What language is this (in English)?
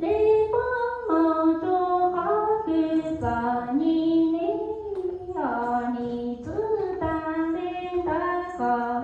Hmong